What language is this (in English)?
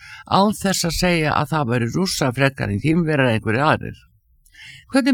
Icelandic